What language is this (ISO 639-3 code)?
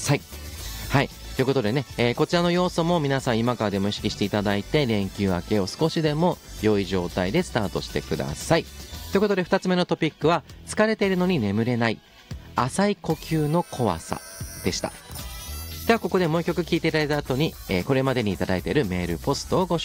jpn